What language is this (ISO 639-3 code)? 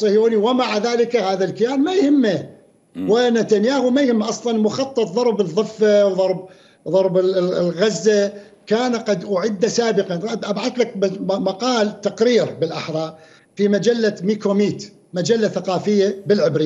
acm